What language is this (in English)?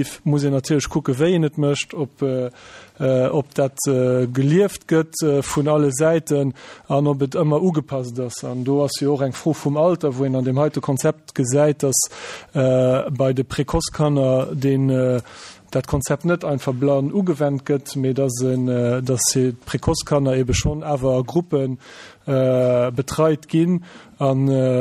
Luxembourgish